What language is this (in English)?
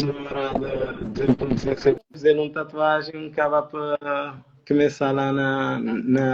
Kabuverdianu